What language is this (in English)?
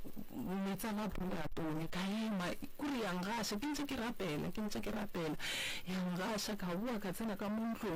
Northern Sotho